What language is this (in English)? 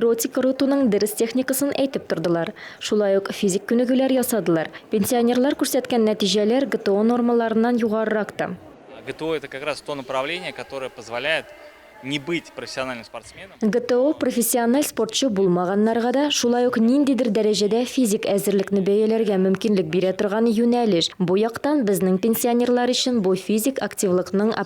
Tatar